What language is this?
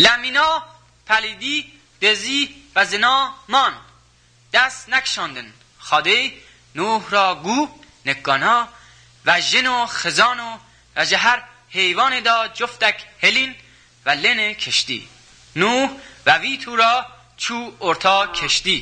Kurdish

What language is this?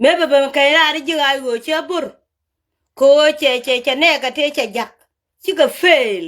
Nuer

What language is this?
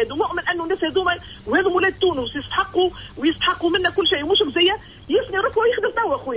Tunisian Arabic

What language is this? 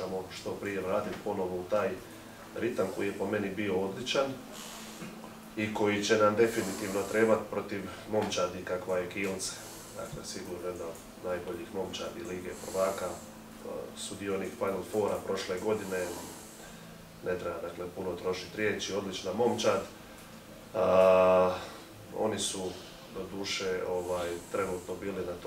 Croatian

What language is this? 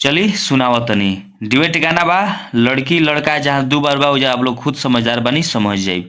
Bhojpuri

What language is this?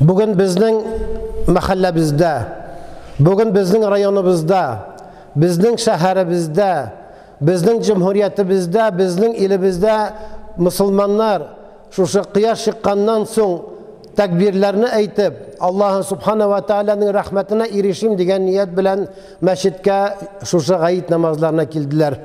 Tatar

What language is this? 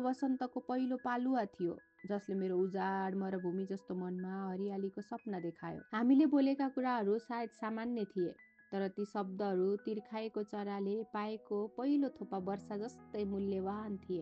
Nepali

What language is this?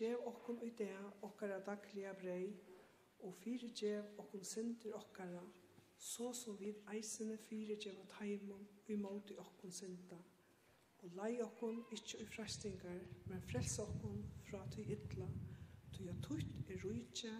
Faroese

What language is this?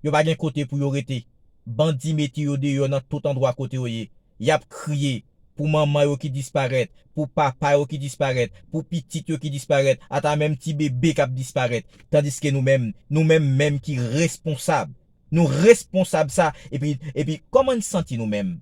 Haitian Creole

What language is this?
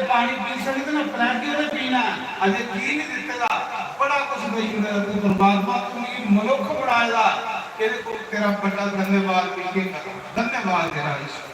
Dogri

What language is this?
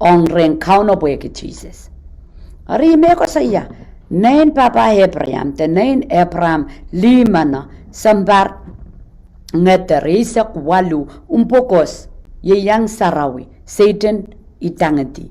Pohnpeian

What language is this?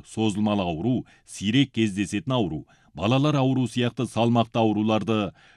Kazakh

